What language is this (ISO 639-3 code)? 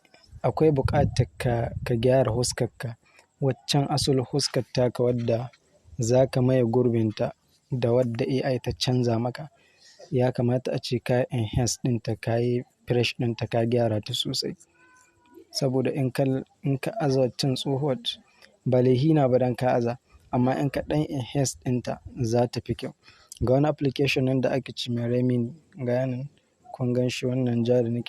hau